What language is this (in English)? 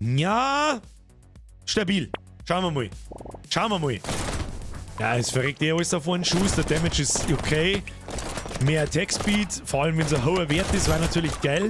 Bavarian